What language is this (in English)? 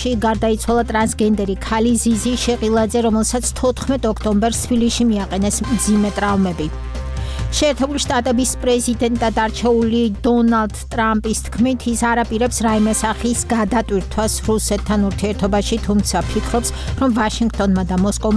Georgian